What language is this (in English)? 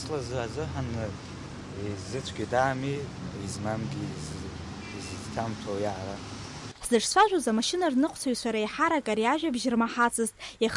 Abkhazian